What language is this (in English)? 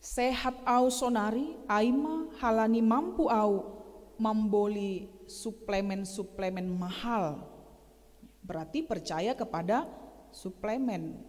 Batak Simalungun